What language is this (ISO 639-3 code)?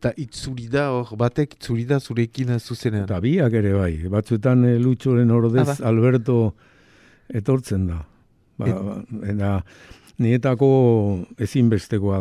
eus